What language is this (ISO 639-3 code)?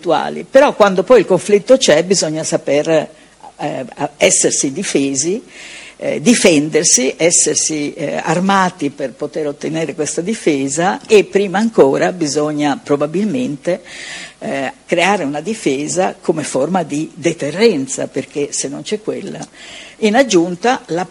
ita